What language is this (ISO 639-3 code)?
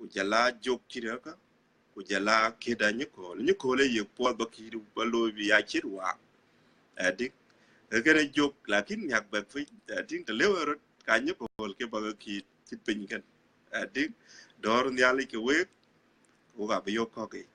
din